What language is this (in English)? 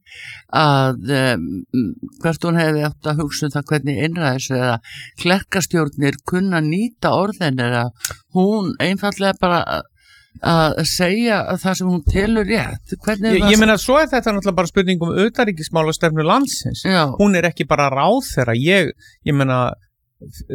Icelandic